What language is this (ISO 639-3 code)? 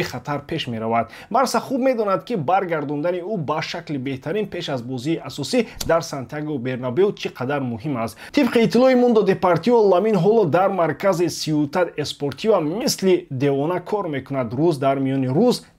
tgk